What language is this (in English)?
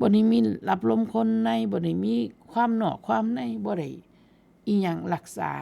Northeastern Thai